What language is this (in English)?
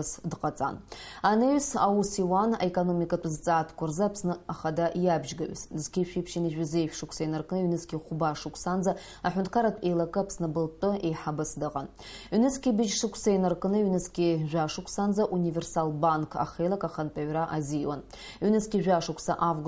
Abkhazian